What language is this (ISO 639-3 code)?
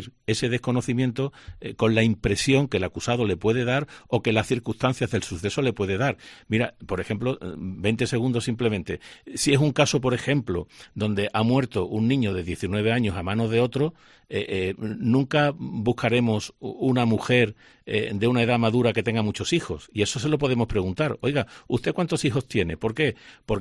spa